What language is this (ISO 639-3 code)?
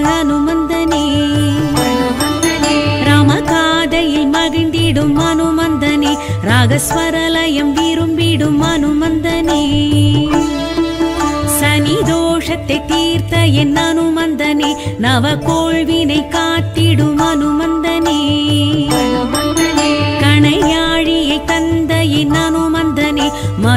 tam